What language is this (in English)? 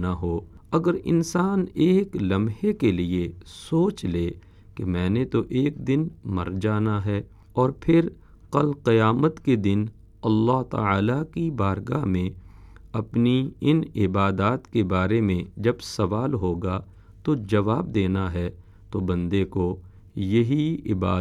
Urdu